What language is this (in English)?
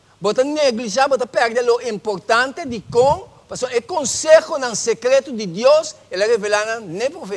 Papiamento